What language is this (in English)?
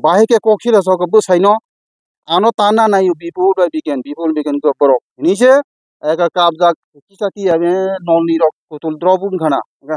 Kok Borok